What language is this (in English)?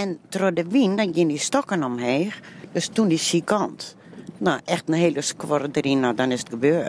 Western Frisian